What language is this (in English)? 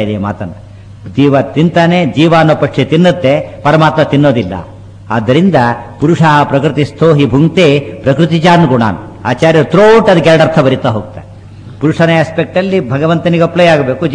Kannada